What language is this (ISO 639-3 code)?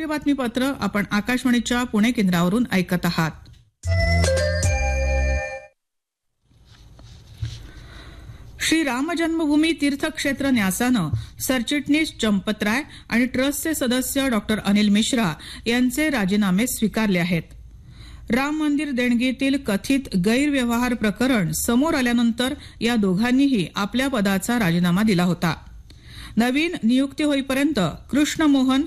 mar